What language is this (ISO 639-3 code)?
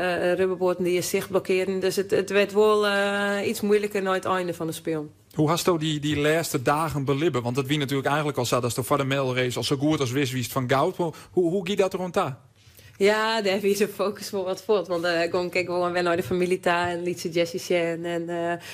fry